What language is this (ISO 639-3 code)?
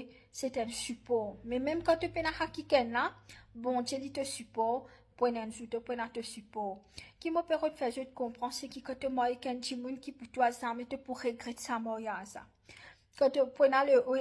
mfe